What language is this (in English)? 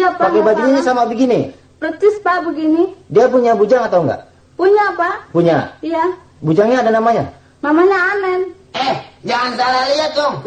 Betawi